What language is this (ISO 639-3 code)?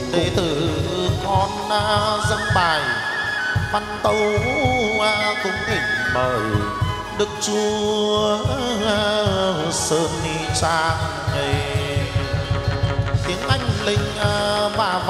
vie